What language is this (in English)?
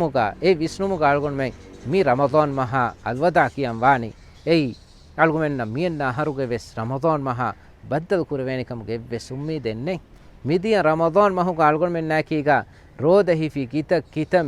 Divehi